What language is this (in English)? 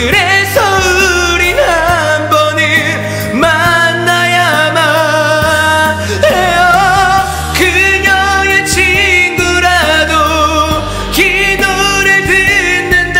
Korean